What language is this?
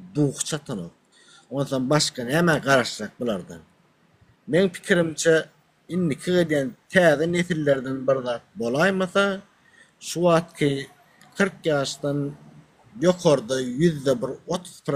Turkmen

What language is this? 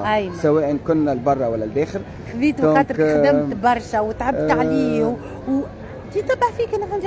Tunisian Arabic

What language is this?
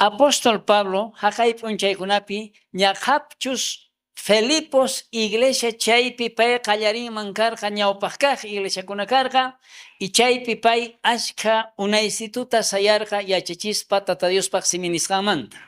South Bolivian Quechua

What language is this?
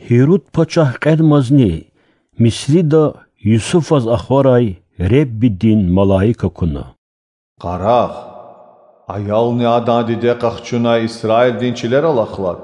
Lezghian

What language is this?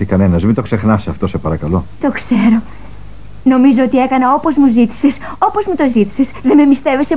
Greek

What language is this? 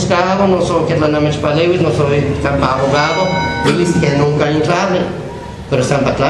Guerrero Nahuatl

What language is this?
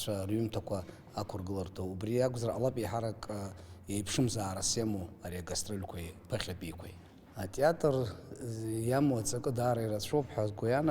Abkhazian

